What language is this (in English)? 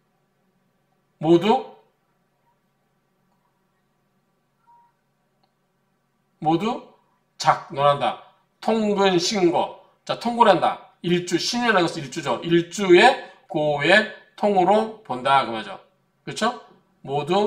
Korean